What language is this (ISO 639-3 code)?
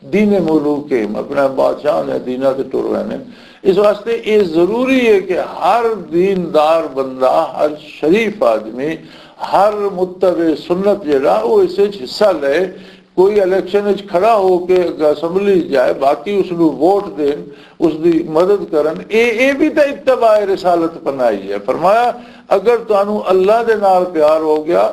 lah